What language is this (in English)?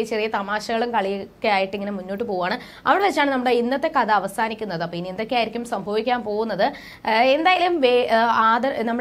Malayalam